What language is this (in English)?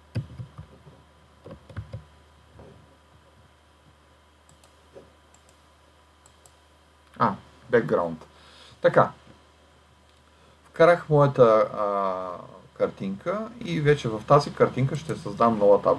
Bulgarian